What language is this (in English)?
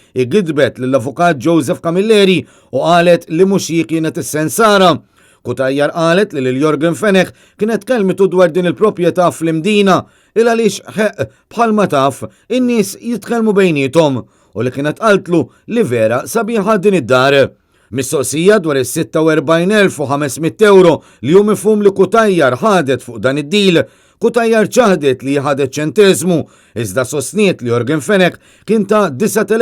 Maltese